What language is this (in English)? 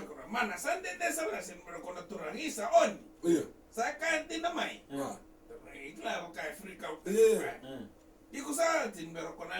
Fijian